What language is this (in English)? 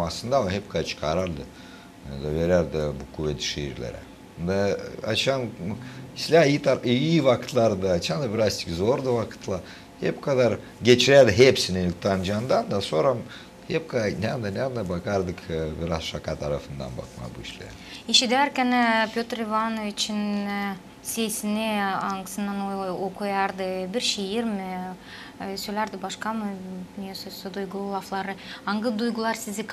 Gagauz